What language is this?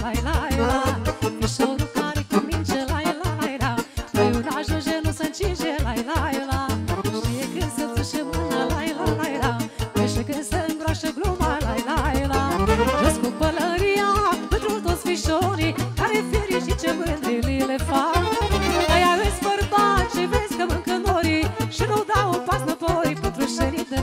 Romanian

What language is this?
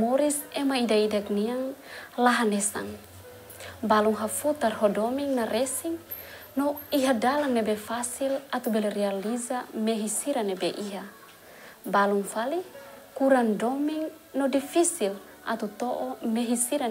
Tetum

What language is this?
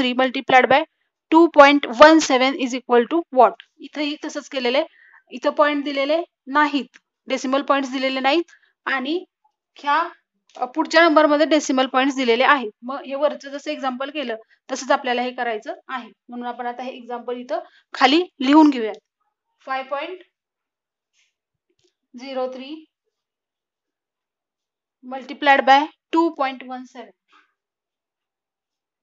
Marathi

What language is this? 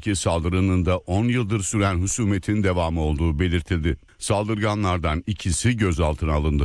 Turkish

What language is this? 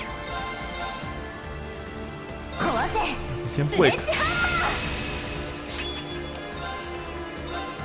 Chinese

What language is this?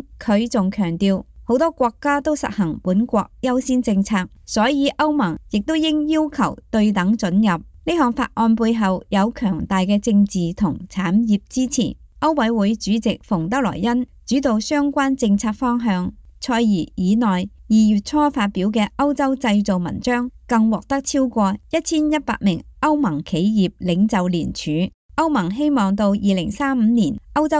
Cantonese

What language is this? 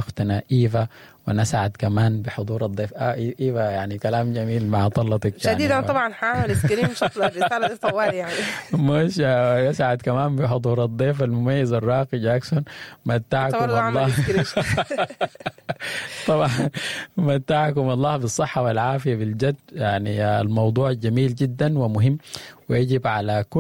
Sudanese Arabic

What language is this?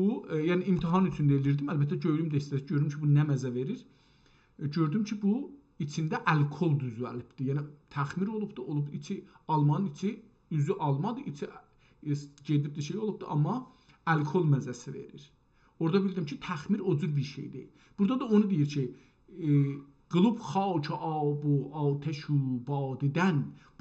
South Azerbaijani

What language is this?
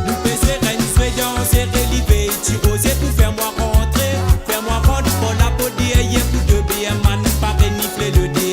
Morisyen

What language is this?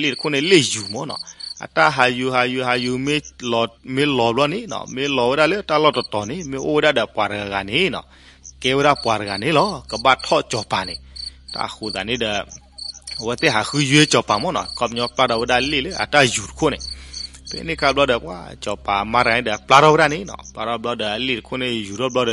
S'gaw Karen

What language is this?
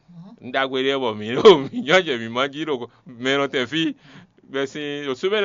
Fon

